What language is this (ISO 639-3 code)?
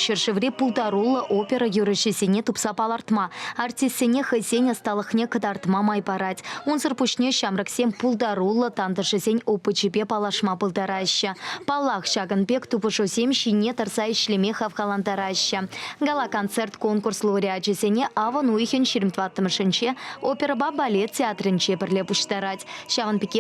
chv